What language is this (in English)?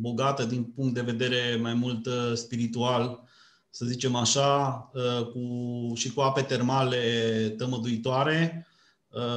Romanian